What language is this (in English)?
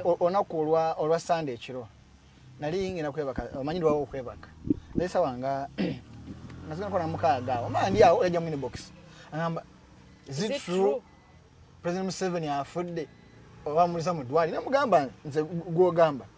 Ganda